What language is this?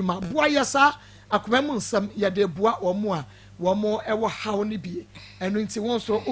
Akan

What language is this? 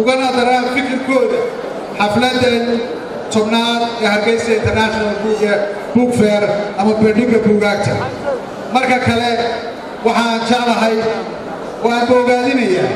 Somali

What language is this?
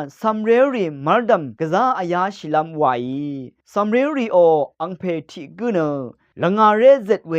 Rawang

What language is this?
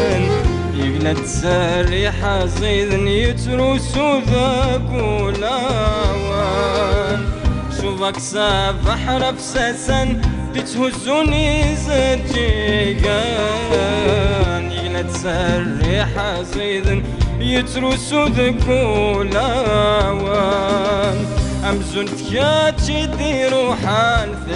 Kabyle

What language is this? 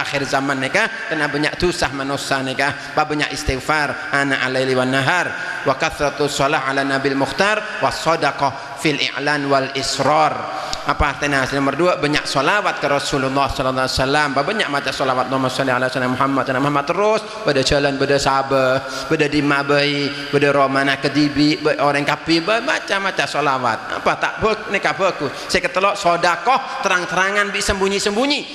Madurese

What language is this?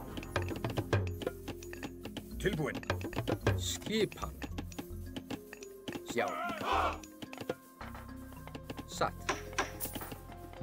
Icelandic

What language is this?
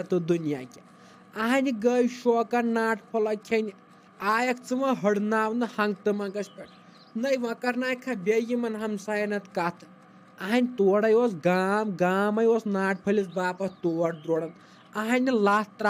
Kashmiri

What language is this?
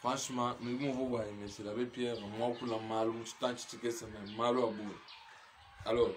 Luba-Lulua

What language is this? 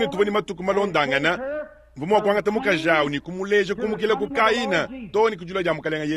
Luba-Lulua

